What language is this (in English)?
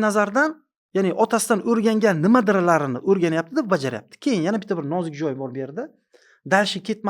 Uzbek